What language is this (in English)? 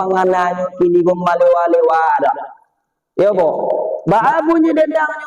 Minangkabau